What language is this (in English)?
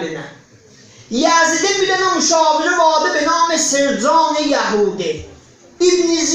South Azerbaijani